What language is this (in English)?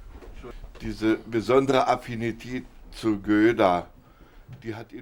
Upper Sorbian